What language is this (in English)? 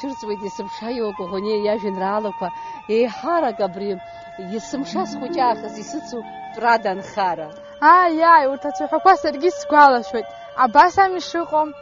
Abkhazian